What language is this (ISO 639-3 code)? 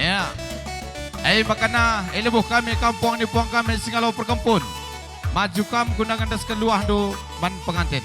btx